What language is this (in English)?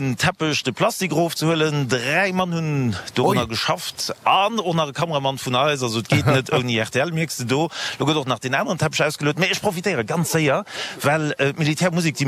Luxembourgish